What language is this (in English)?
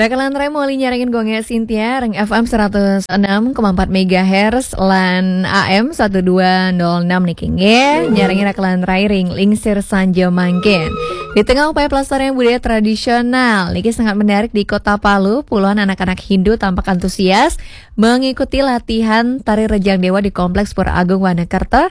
Balinese